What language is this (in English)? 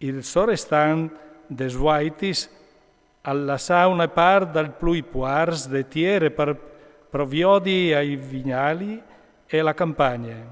Friulian